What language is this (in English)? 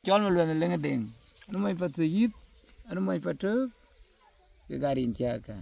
Dinka